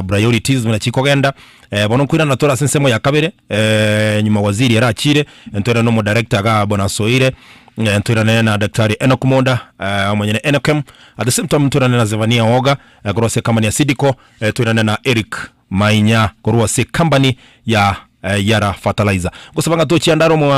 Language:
Gusii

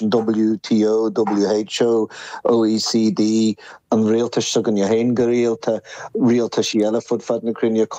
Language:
Irish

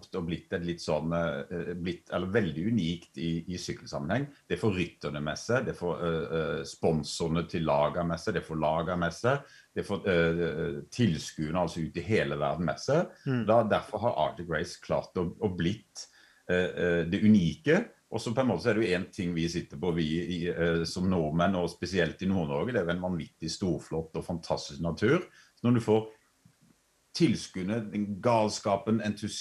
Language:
Norwegian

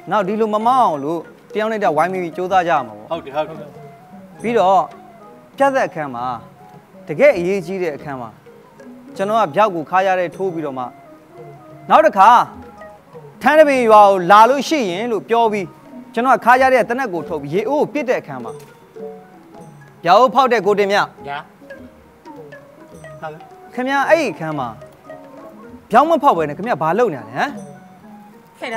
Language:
Burmese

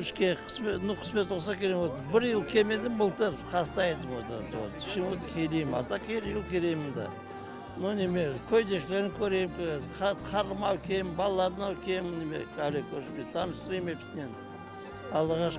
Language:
Crimean Tatar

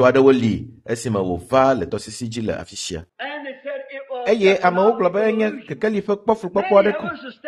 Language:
Ewe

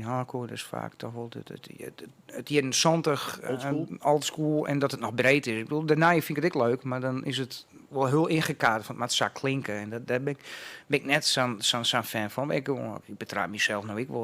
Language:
Western Frisian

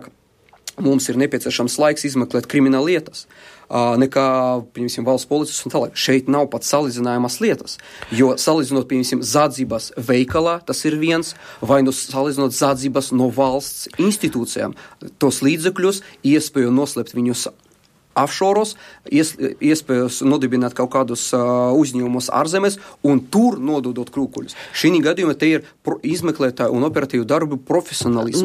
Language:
Latvian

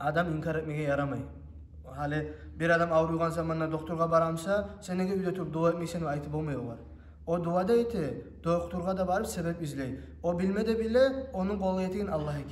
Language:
Kumyk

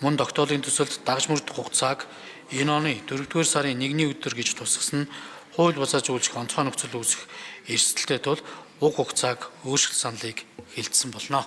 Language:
Mongolian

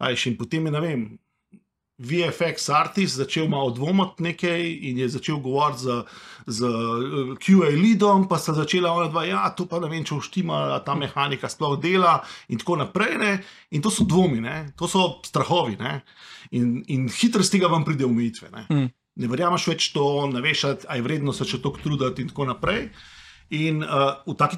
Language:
Slovenian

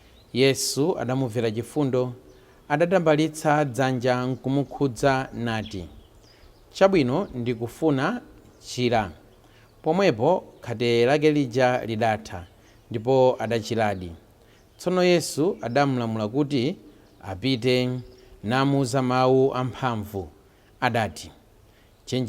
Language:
Nyanja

